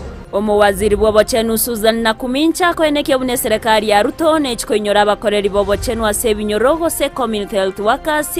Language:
Gusii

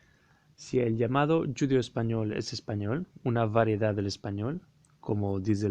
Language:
Ladino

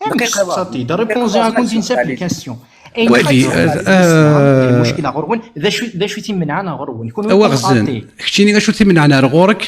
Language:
Kabyle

